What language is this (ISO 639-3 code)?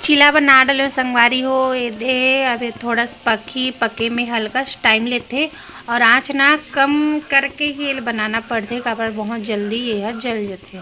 hne